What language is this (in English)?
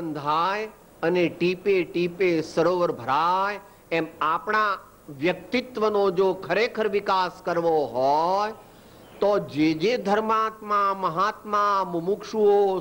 Gujarati